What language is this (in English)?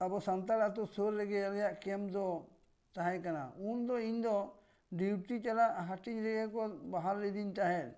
Santali